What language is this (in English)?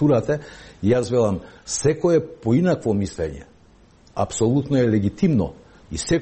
Macedonian